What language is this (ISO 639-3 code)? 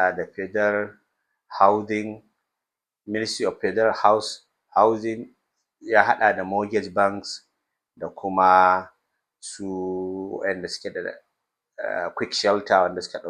hau